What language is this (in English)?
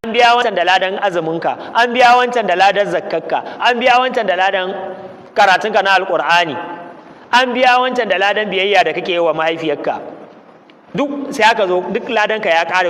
Hausa